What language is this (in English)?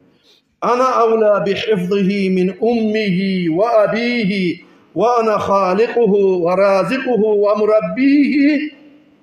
Kumyk